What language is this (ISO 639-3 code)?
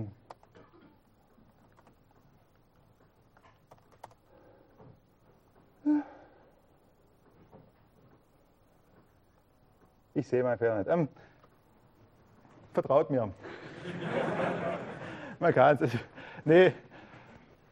deu